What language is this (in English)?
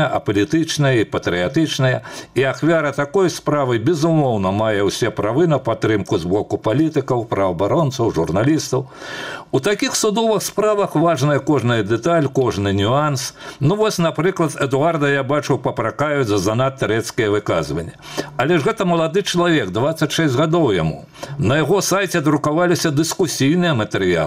Belarusian